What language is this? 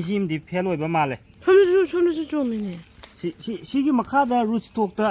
Manipuri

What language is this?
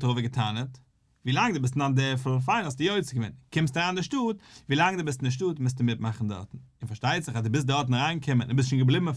Yiddish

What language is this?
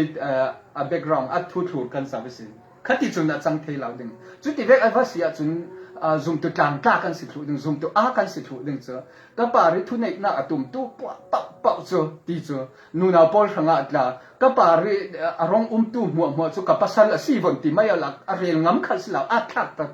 Falam Chin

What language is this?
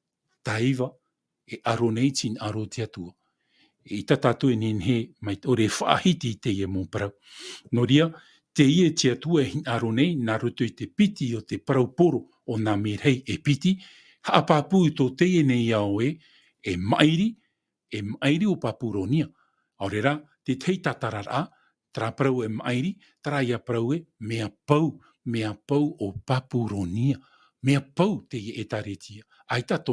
Tahitian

